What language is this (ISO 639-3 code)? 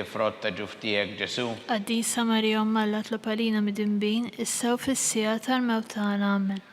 mlt